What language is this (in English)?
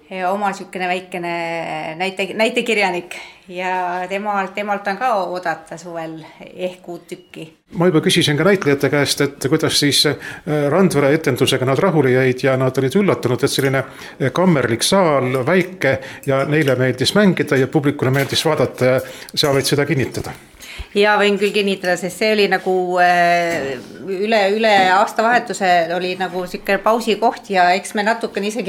Estonian